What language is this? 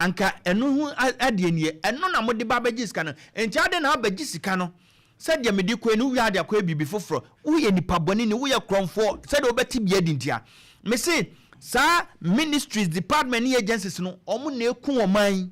Akan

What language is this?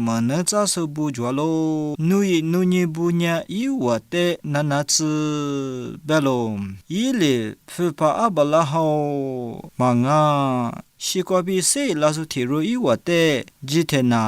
Lisu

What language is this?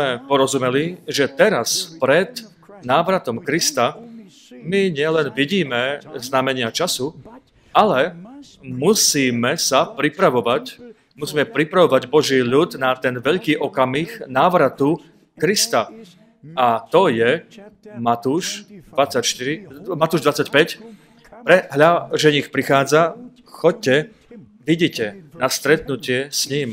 Slovak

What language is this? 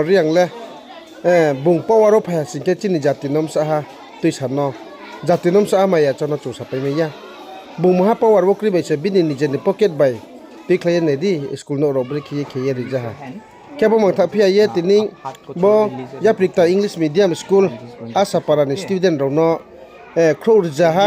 Riang (India)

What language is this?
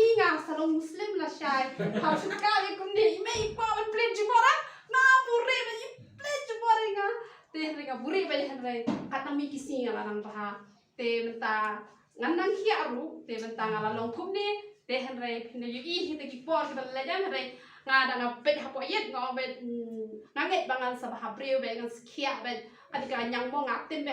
Khasi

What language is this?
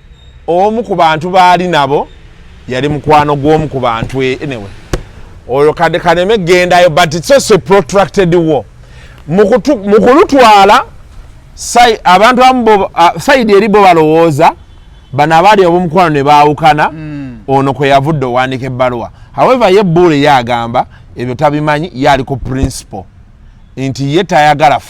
Ganda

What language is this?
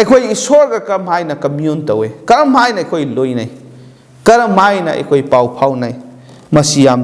Manipuri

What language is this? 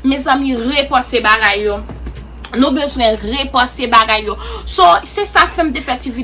Haitian Creole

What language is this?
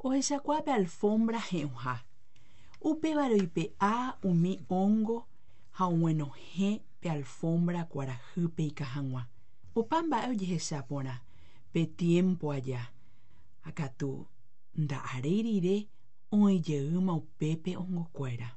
Guarani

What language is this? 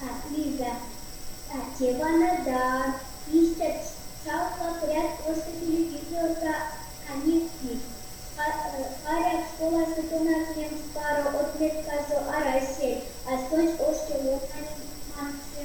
Erzya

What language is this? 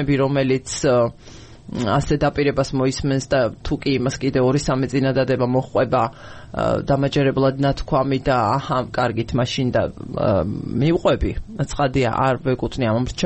Georgian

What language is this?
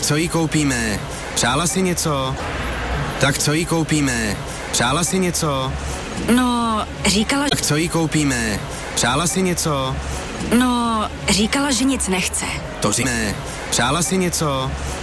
Czech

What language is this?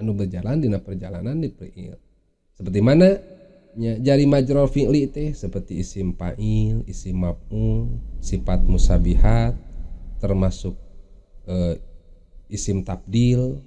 Sundanese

